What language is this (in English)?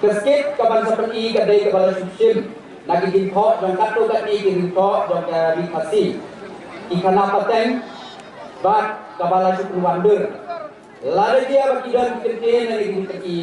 Khasi